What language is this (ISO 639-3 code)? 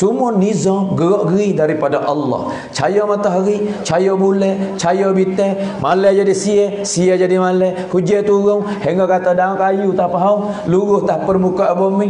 msa